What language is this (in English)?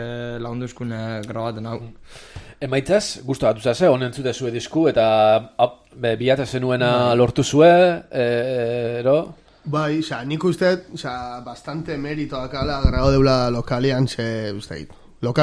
Basque